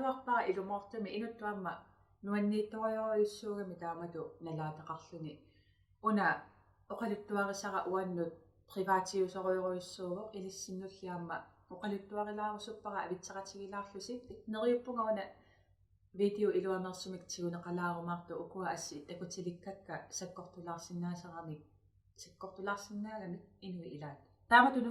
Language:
Kalaallisut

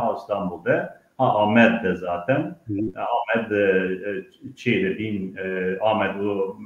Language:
Zaza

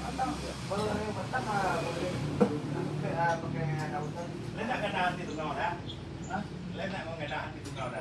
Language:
Minangkabau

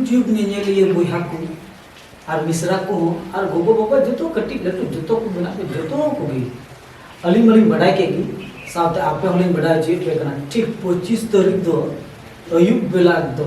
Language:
Santali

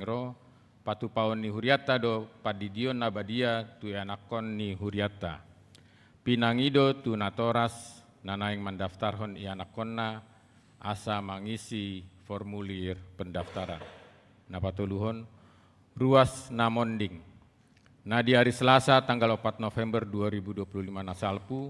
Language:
Batak Toba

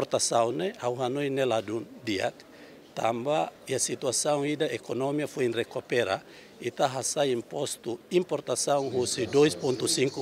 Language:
Tetum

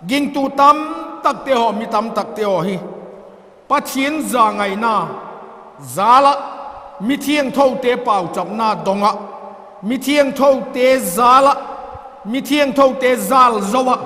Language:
Vaiphei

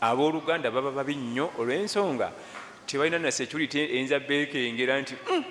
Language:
Ganda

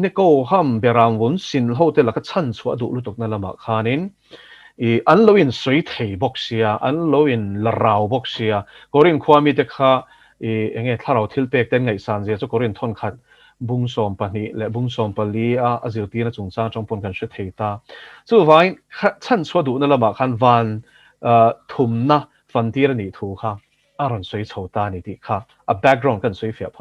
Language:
Mizo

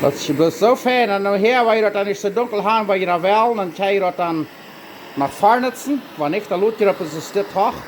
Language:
Plautdietsch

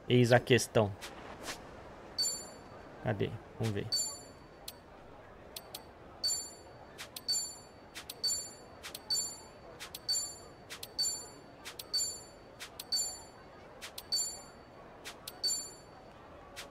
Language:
Portuguese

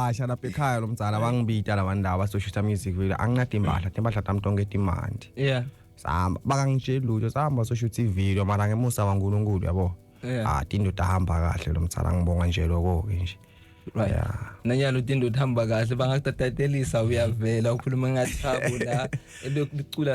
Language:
Zulu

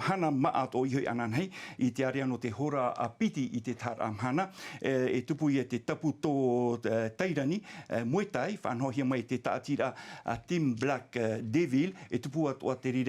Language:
Tahitian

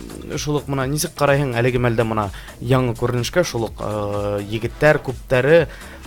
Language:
Bashkir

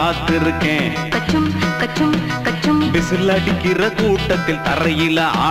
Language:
Tamil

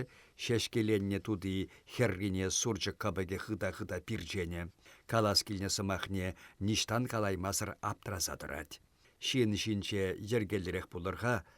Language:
Chuvash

